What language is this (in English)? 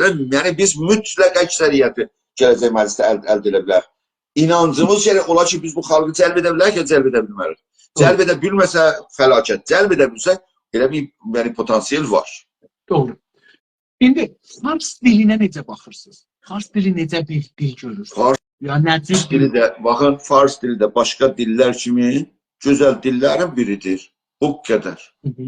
South Azerbaijani